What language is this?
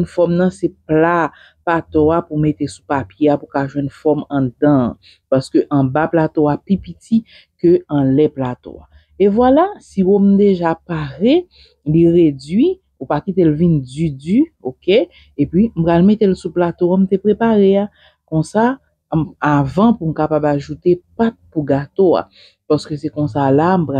Haitian Creole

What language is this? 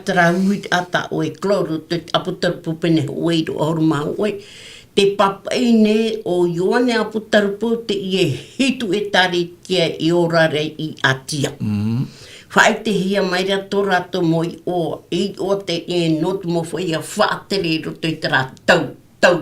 Tahitian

